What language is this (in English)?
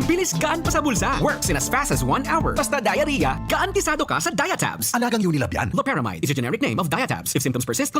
Bikol